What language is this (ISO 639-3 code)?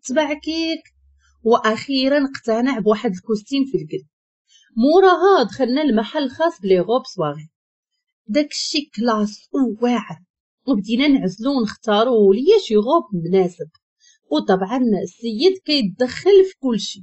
ary